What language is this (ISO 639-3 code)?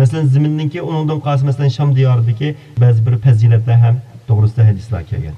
uig